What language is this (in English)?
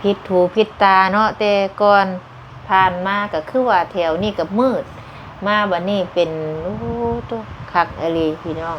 Lao